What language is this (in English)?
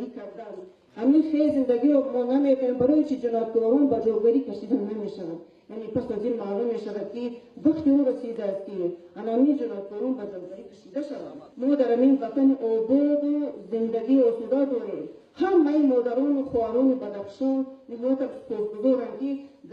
Tajik